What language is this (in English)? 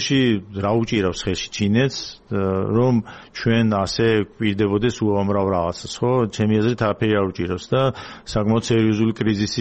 Georgian